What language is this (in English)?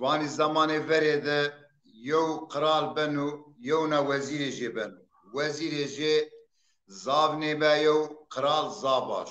Zaza